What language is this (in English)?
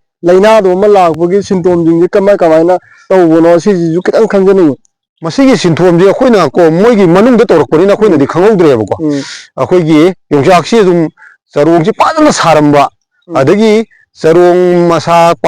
Manipuri